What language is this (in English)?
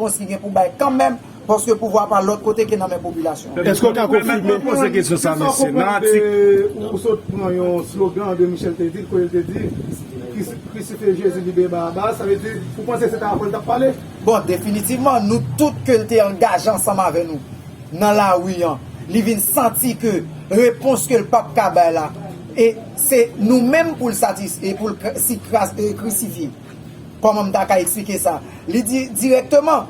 Haitian Creole